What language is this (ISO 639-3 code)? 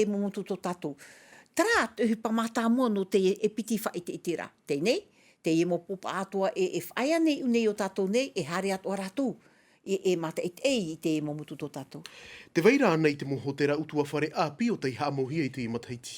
tah